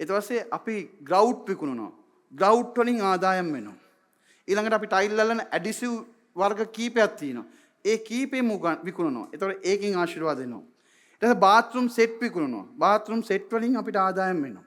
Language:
Sinhala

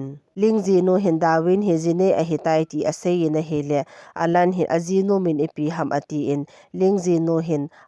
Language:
Thado Chin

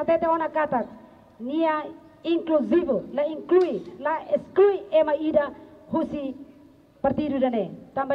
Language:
Tetum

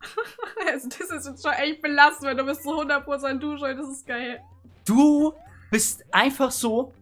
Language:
Bavarian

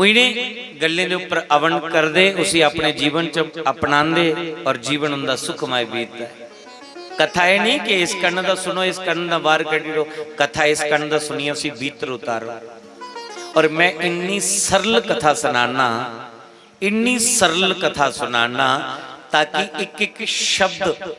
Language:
Dogri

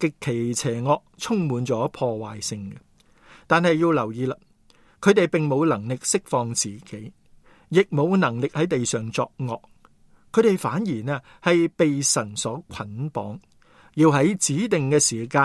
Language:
Cantonese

